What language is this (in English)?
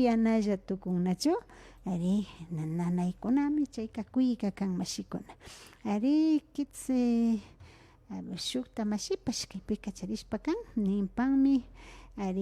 Imbabura Highland Quichua